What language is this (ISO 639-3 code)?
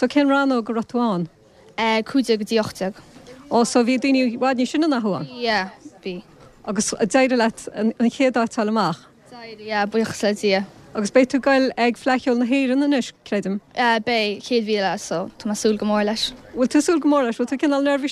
gle